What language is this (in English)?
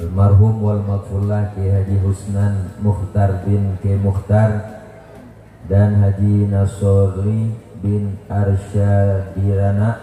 Betawi